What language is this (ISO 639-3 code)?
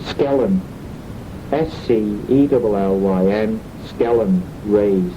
glv